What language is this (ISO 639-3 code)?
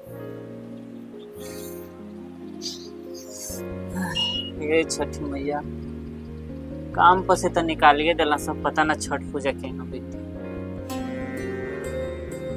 bho